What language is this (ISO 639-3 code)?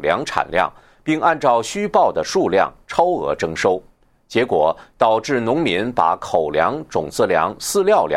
zho